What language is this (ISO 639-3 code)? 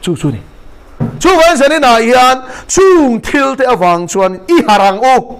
lus